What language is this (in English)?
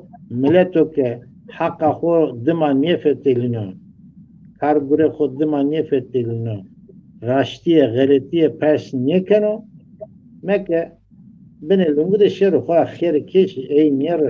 Zaza